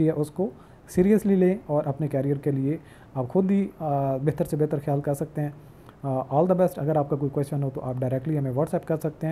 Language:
Hindi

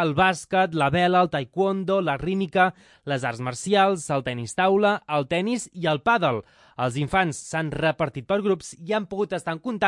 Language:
Catalan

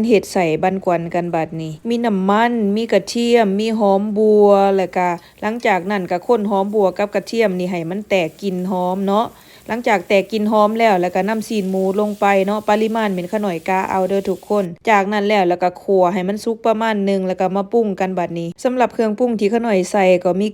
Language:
Lao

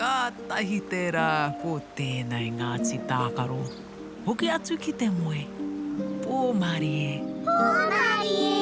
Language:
Māori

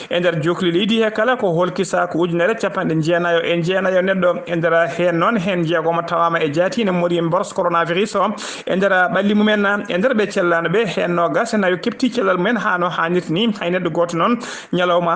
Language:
Fula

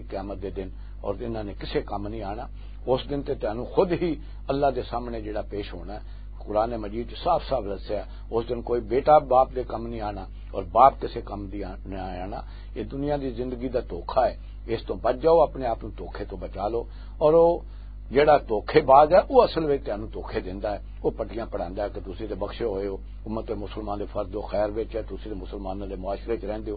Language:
Western Panjabi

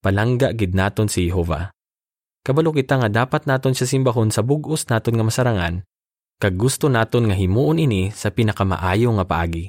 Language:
Hiligaynon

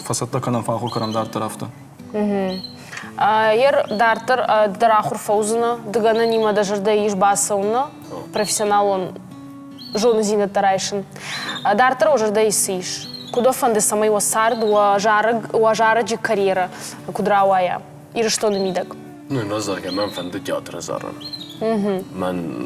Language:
Ossetic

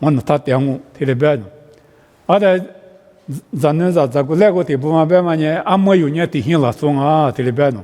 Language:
Lisu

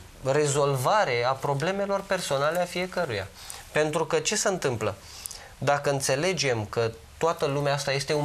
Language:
Romanian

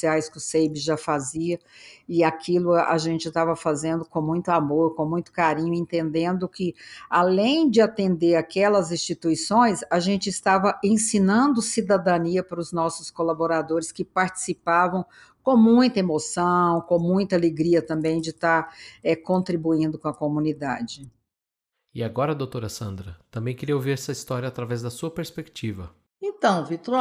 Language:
Portuguese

